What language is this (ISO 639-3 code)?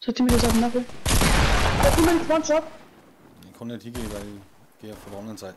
bar